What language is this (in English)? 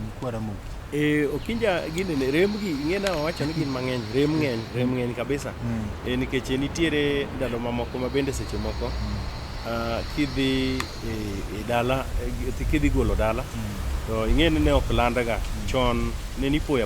Luo (Kenya and Tanzania)